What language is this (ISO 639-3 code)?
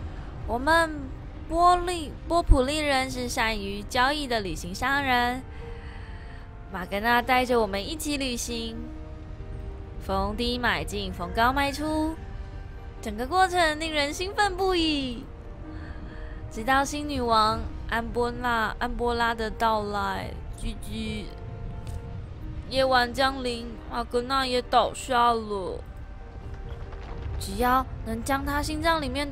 zho